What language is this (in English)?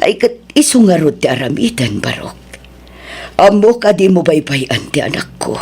Iloko